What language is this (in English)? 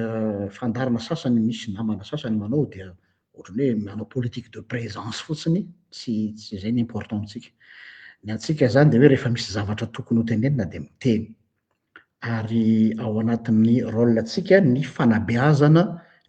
Malagasy